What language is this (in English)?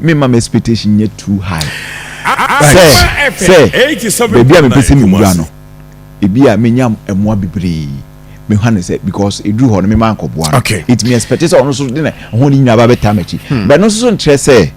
Akan